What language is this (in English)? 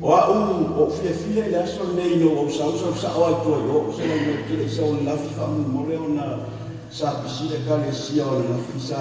Samoan